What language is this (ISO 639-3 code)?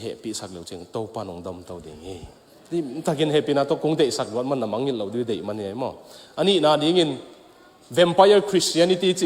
ctd